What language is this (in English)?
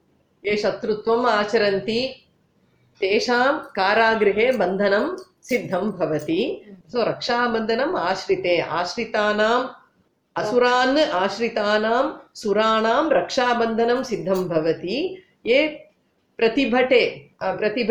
Sanskrit